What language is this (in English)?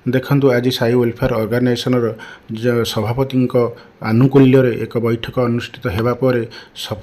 Odia